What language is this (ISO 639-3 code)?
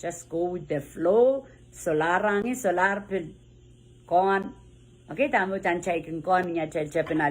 pon